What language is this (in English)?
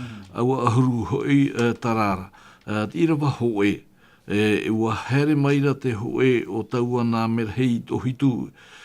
Tahitian